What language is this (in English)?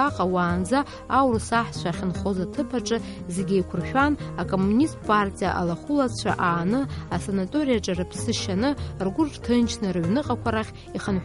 Abkhazian